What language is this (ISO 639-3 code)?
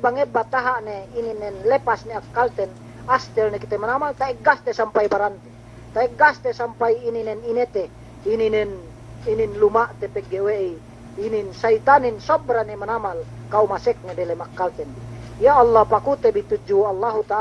yka